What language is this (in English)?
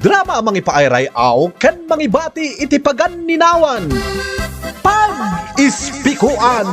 Iloko